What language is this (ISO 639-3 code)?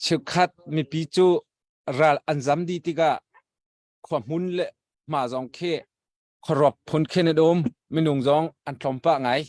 cnh